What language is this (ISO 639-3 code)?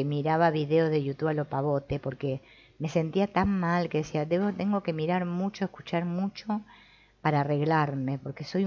spa